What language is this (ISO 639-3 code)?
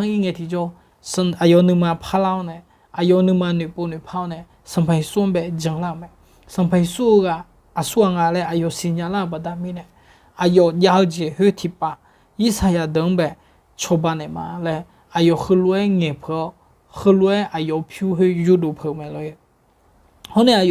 ahk